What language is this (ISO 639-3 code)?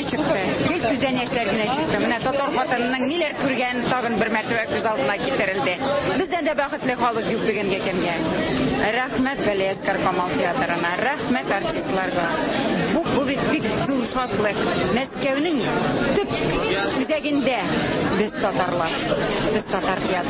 tat